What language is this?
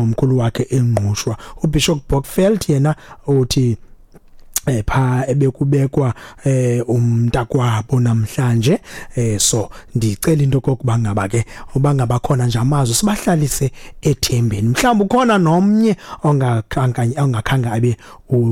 Xhosa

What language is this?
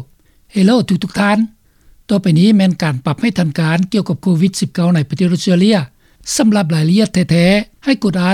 Lao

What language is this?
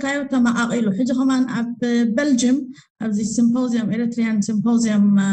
Tigrinya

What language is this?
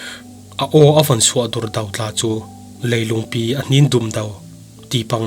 Falam Chin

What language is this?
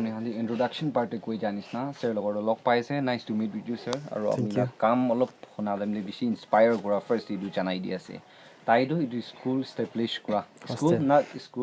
Naga Pidgin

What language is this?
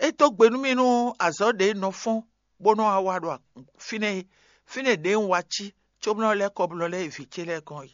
Fon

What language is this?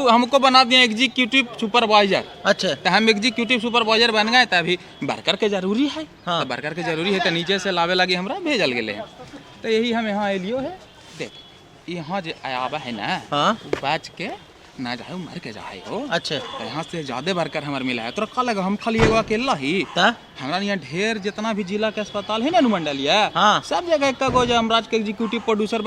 Magahi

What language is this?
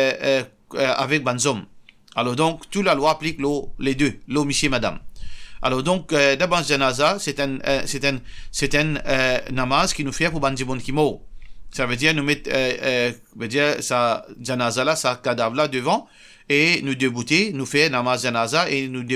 Morisyen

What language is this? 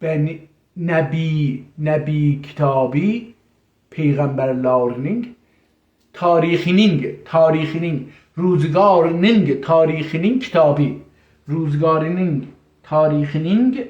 South Azerbaijani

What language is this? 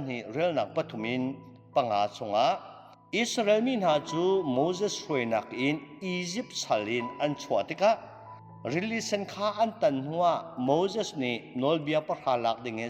Hakha Chin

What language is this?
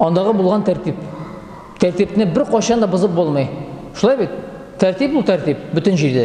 Tatar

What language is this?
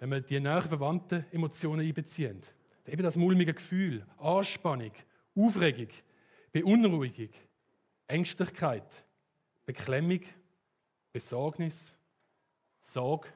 Swiss German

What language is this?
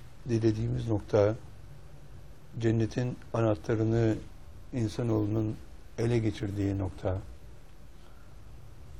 Turkish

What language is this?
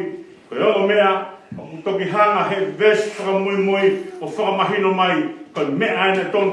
Tongan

